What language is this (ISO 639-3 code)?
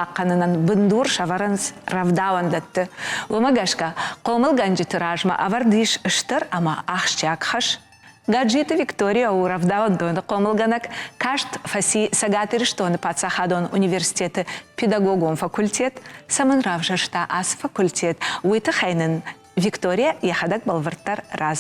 oss